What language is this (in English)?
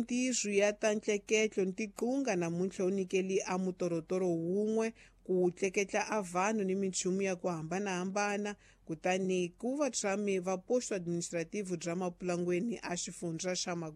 Tsonga